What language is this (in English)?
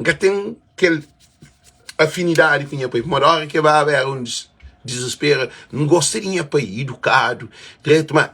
Kabuverdianu